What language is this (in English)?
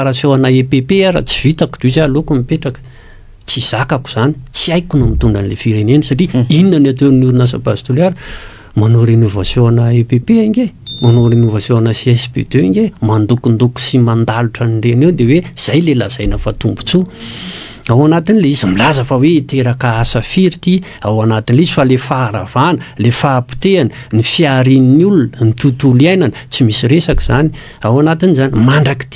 Malagasy